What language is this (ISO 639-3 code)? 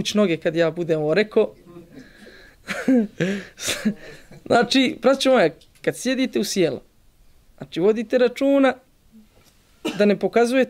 bos